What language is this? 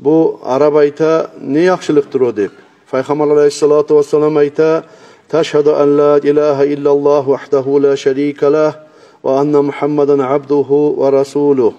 Kumyk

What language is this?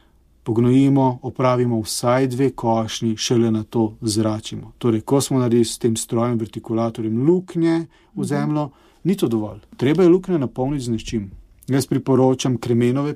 Slovenian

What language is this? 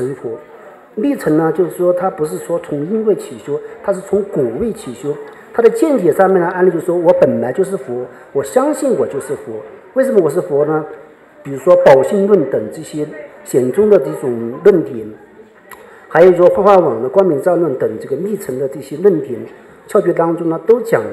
Chinese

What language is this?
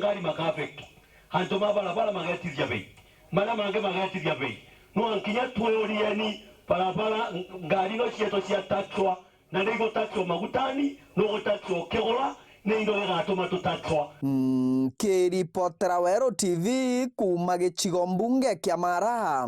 Meru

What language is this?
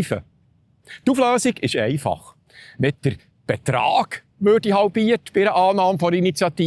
Swiss German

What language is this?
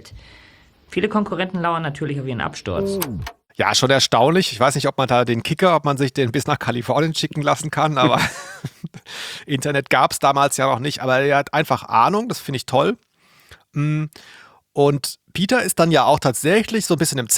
German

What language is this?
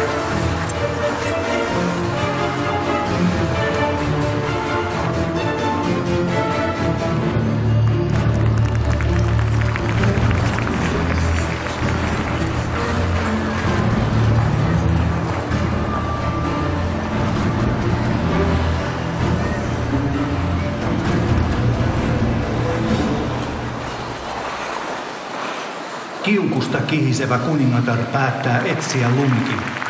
Finnish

